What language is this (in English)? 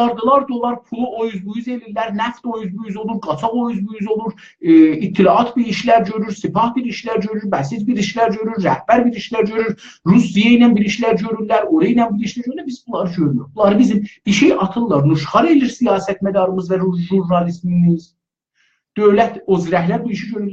South Azerbaijani